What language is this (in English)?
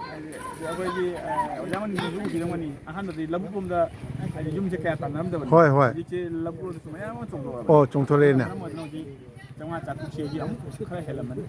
Manipuri